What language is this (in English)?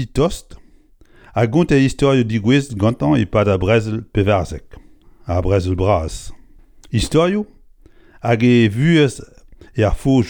Breton